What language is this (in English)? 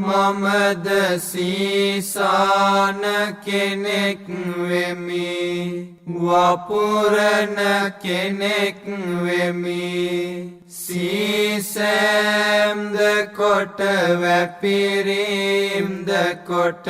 Sinhala